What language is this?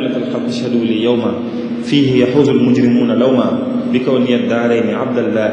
Wolof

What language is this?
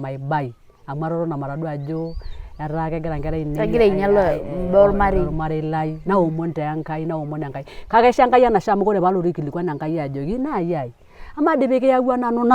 Masai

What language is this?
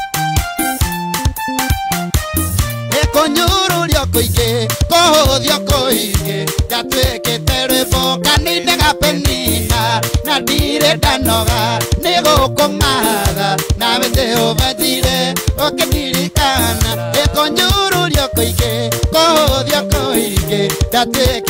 Kikuyu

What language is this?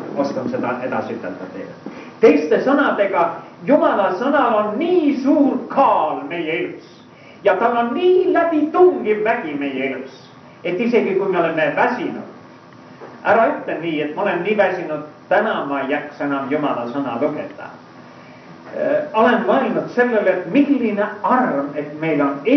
Estonian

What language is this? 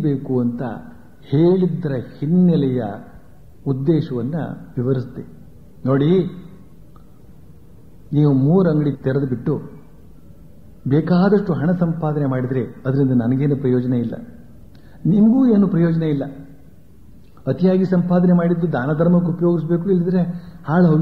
Kannada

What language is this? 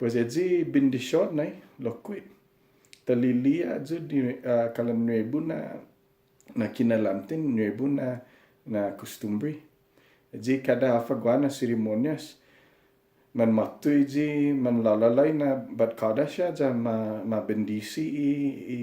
Chamorro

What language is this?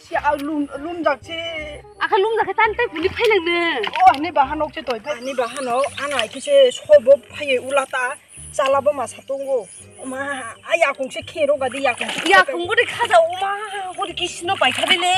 Kok Borok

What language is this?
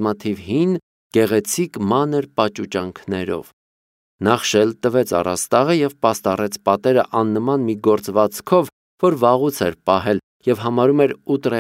Armenian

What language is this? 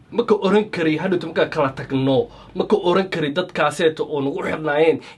Somali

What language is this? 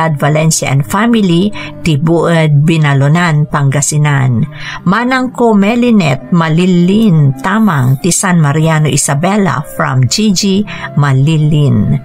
Iloko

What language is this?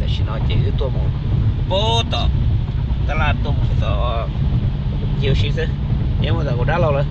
Hmong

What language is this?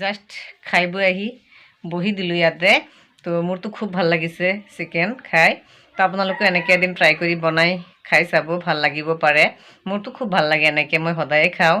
Assamese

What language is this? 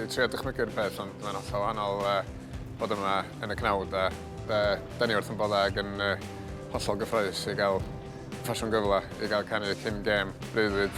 Welsh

